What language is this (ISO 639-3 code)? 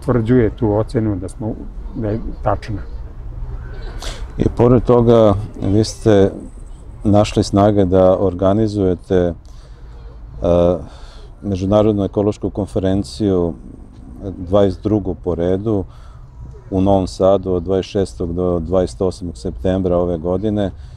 srp